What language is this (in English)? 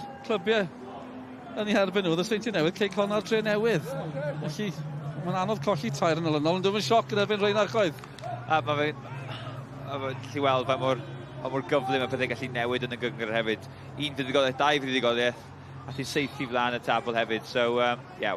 Welsh